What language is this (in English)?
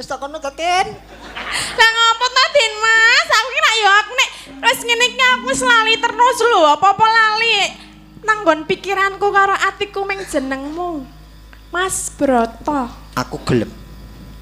Javanese